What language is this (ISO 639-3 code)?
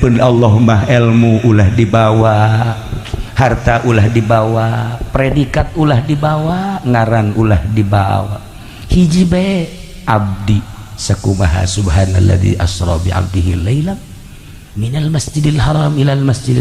sun